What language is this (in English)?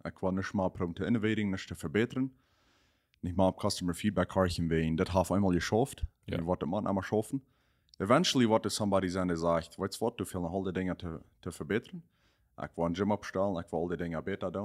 Plautdietsch